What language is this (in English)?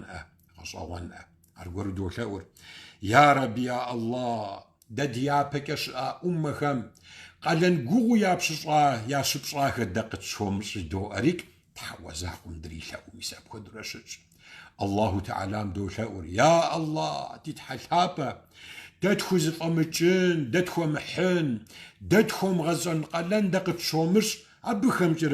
Kabardian